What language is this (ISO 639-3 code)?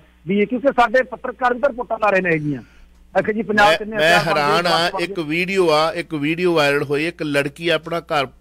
pan